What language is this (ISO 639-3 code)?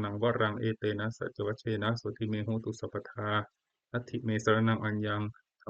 pli